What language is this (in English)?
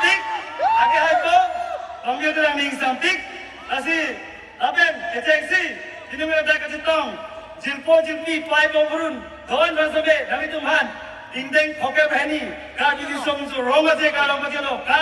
Karbi